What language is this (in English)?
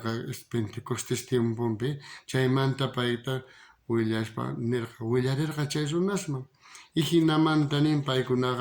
South Bolivian Quechua